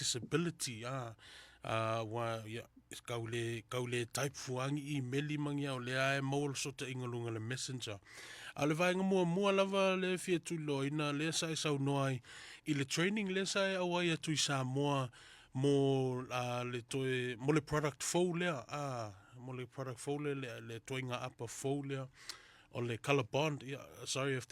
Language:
Samoan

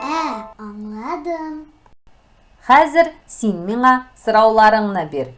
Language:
Tatar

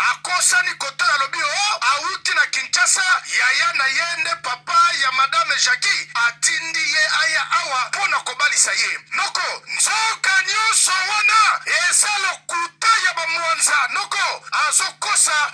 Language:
Lingala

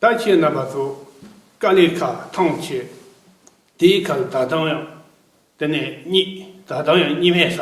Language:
Tibetan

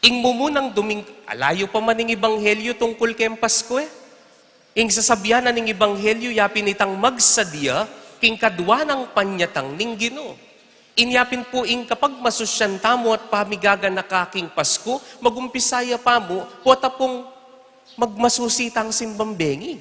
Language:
Pampanga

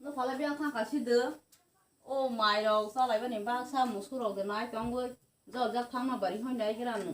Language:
Kok Borok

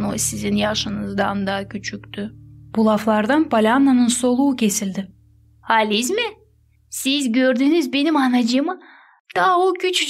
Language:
Gagauz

